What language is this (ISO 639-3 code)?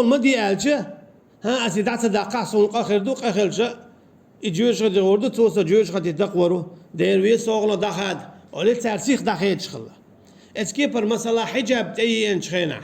che